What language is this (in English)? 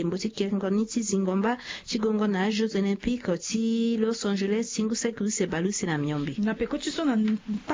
Sango